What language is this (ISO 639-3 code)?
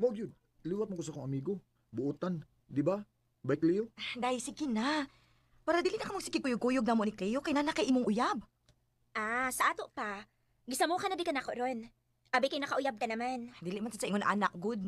ceb